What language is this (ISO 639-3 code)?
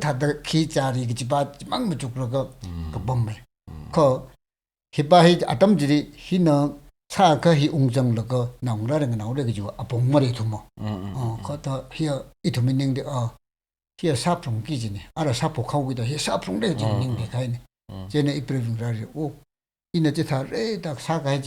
nmf